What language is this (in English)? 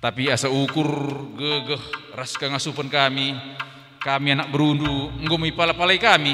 Batak Karo